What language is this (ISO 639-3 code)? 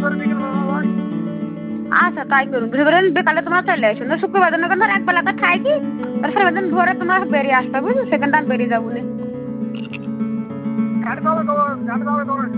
ben